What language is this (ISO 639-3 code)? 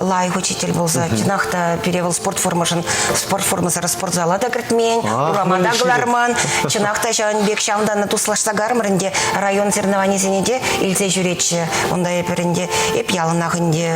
chv